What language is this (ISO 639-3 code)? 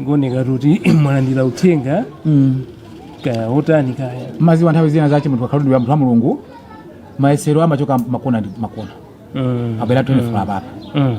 nya